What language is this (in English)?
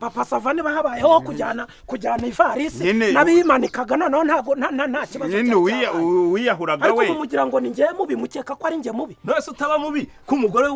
Kinyarwanda